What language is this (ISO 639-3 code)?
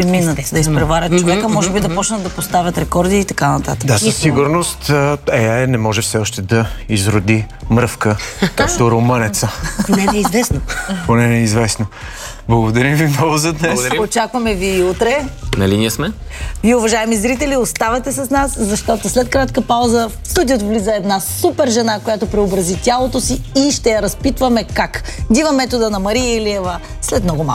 bul